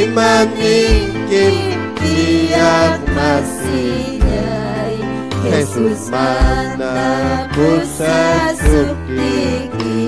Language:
Ayacucho Quechua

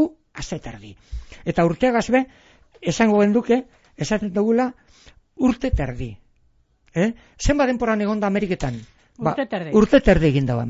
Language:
Basque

